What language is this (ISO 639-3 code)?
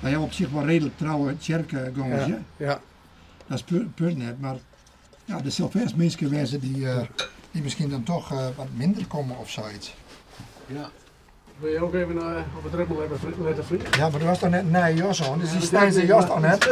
fry